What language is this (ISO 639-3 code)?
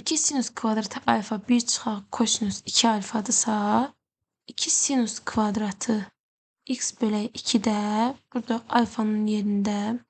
aze